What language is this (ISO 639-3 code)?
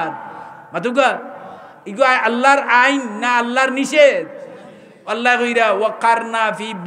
syl